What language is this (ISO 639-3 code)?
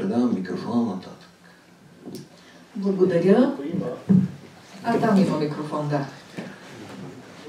bul